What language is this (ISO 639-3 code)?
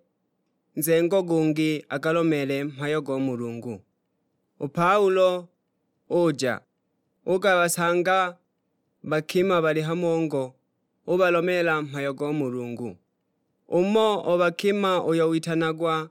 suk